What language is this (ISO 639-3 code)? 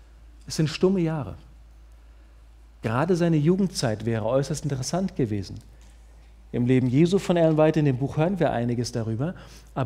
deu